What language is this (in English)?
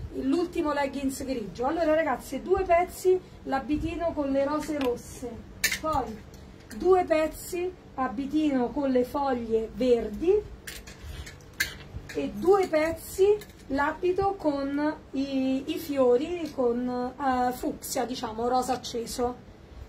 Italian